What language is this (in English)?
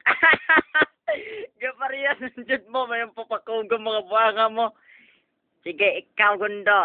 Cebuano